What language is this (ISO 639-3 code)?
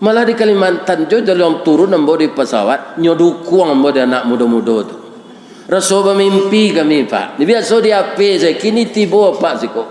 min